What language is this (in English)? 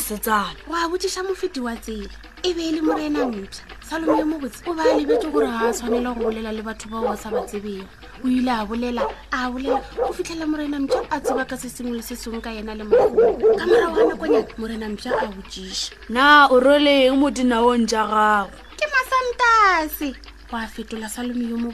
Northern Sotho